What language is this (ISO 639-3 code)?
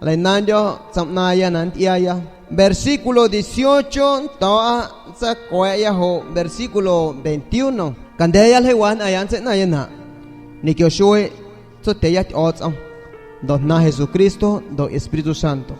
azg